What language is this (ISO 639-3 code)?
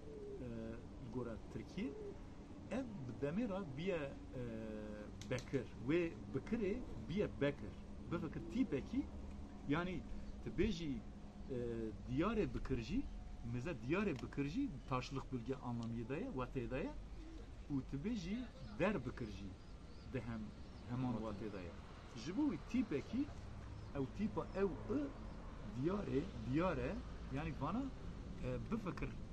kur